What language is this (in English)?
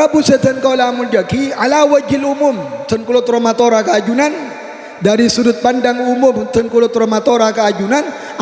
Madurese